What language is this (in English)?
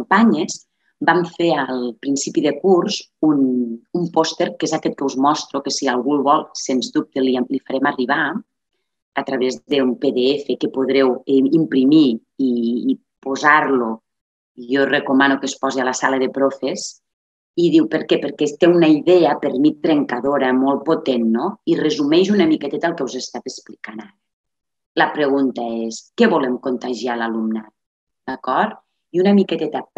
Catalan